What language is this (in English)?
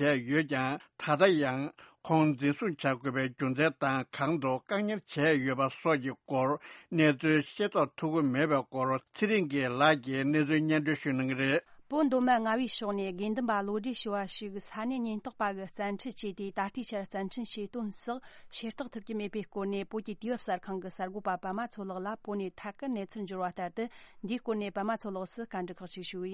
Tibetan